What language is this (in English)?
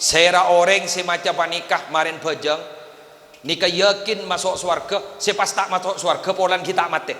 Madurese